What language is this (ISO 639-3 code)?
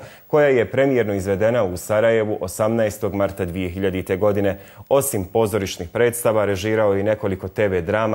bos